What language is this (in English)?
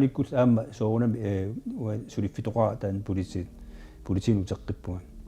Kalaallisut